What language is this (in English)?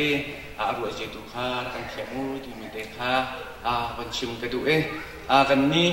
Hakha Chin